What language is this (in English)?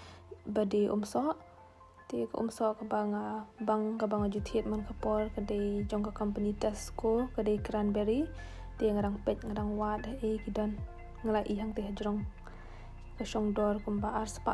Khasi